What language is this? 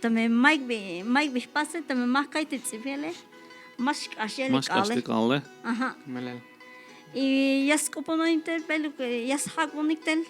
Tzeltal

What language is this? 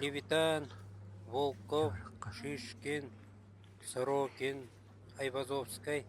Yakut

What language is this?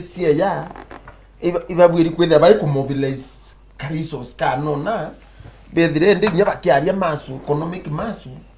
Meru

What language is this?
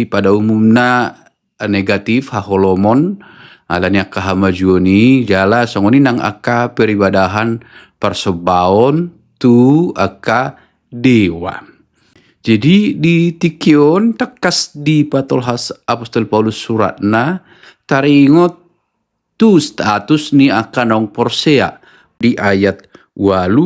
Batak Toba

